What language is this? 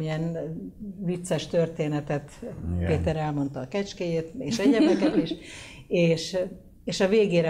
Hungarian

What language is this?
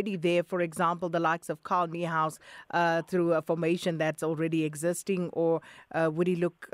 English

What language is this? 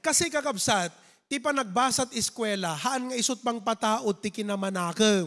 Iloko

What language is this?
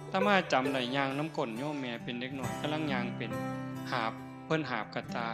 Northeastern Thai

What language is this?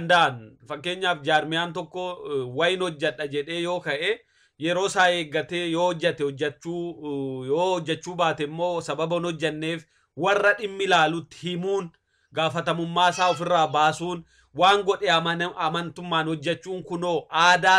Oromo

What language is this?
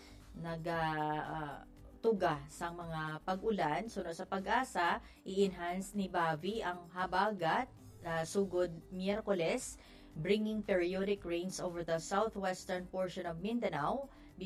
Hiligaynon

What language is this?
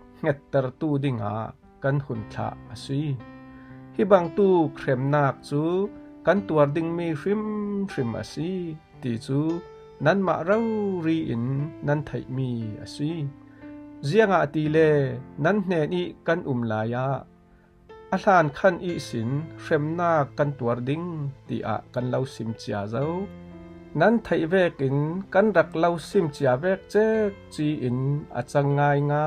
Falam Chin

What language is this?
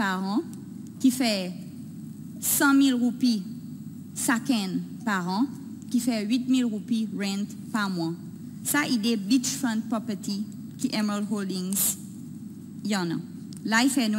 Seselwa Creole French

